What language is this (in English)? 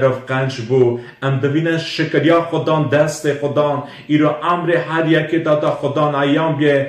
Kurdish